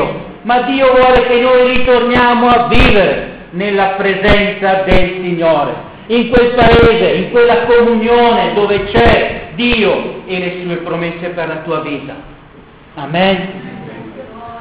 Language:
Italian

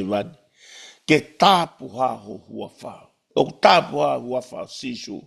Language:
Tongan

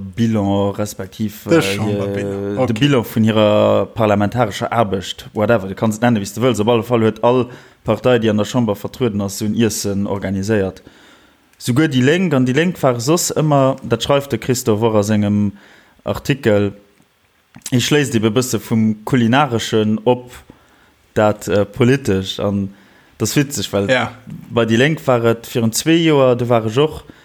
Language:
Luxembourgish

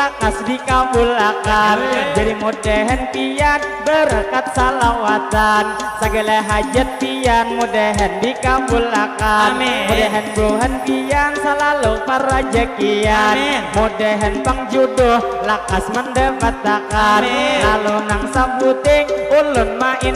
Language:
Banjar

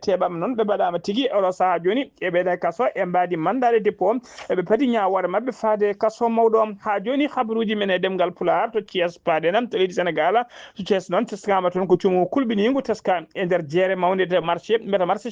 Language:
Fula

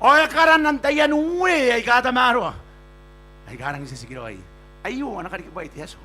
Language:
Gilbertese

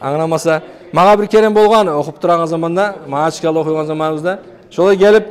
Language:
Kumyk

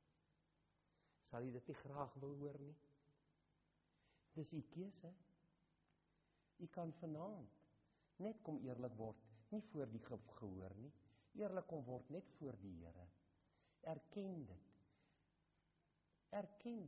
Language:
Afrikaans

